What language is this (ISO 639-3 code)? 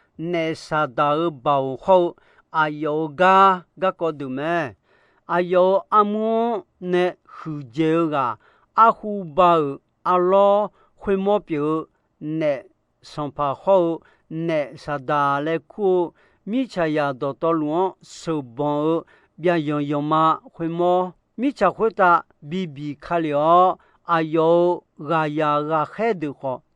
ahk